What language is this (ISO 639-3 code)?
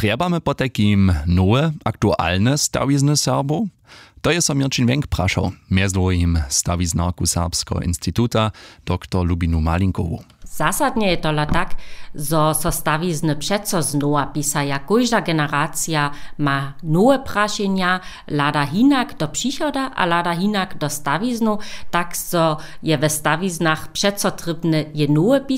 hsb